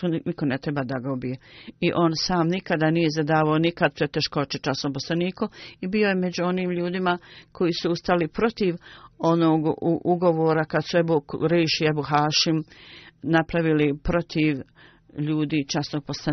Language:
Bosnian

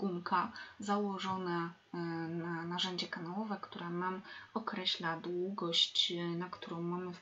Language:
Polish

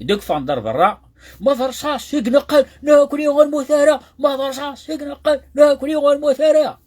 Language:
Kabyle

